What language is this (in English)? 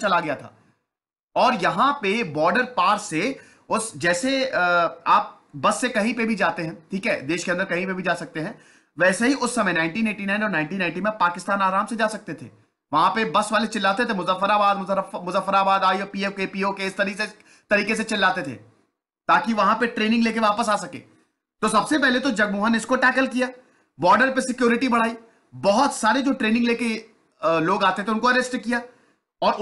Hindi